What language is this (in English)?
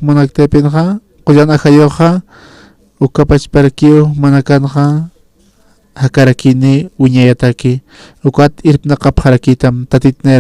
Aymara